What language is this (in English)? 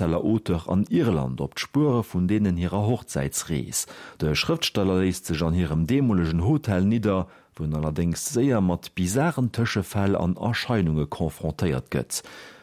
Luxembourgish